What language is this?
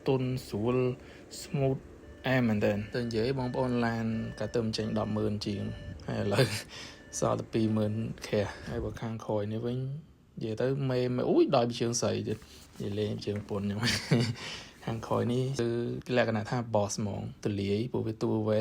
Khmer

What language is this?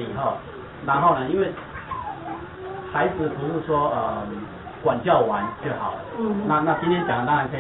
Chinese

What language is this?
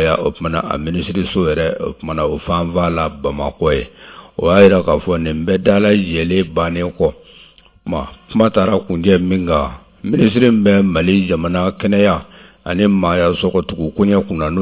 Bambara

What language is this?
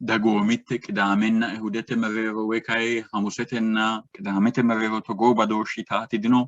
Sidamo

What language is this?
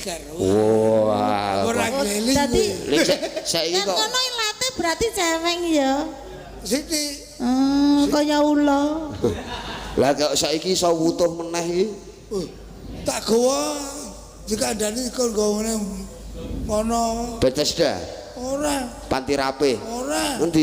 Javanese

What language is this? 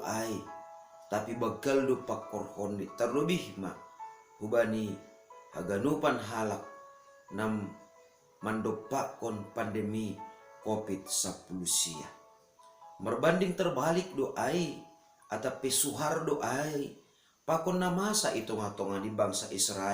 Batak Simalungun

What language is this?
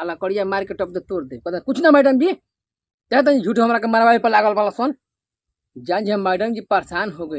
Bhojpuri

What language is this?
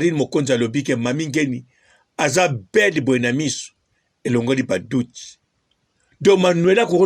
Lingala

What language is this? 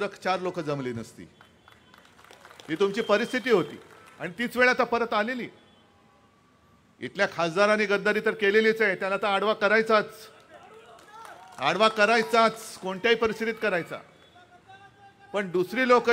Marathi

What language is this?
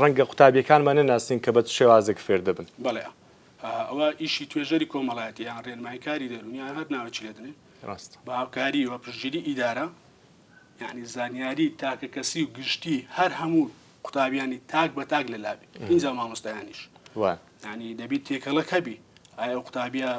Central Kurdish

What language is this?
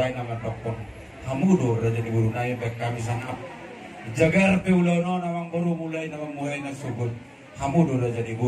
Batak Toba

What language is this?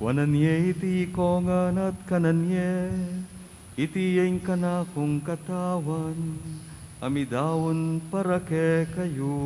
Pampanga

